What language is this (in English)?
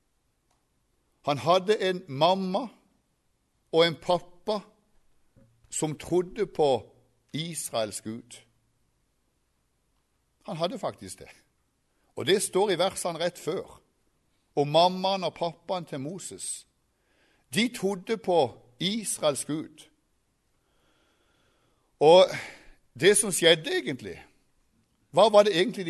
Norwegian